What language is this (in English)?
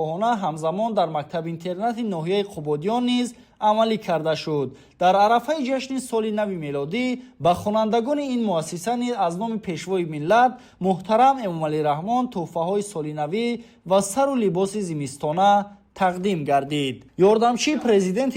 Tajik